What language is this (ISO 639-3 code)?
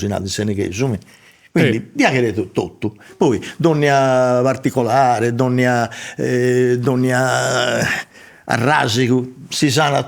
srd